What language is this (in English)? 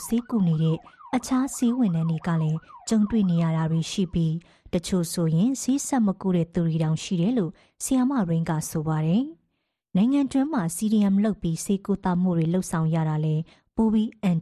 Burmese